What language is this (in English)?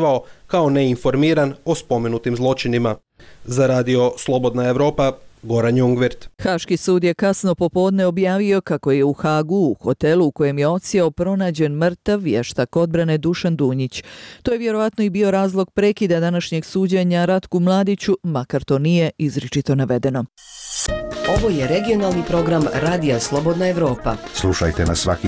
Bosnian